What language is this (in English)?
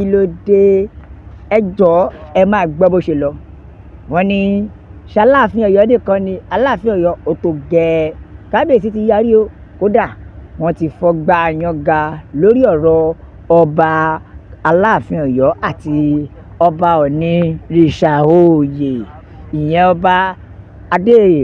Yoruba